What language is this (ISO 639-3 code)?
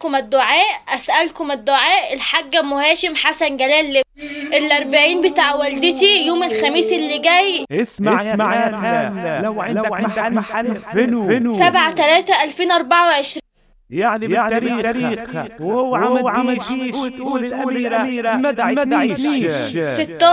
arz